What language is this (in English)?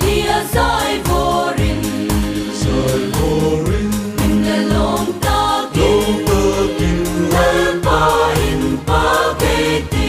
Hmar